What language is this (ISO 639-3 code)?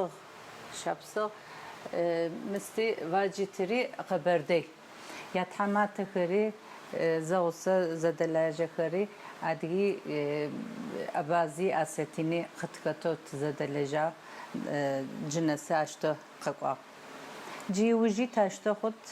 ady